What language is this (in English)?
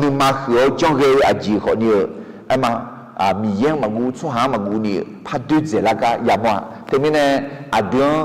Akha